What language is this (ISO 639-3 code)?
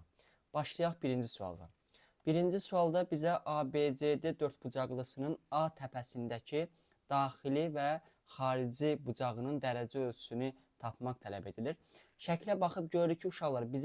aze